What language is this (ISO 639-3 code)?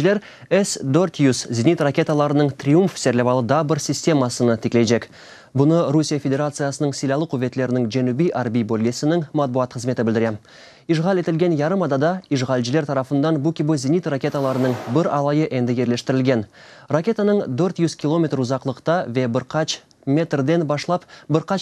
crh